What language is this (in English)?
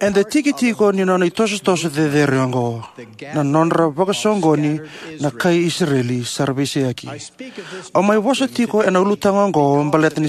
Fijian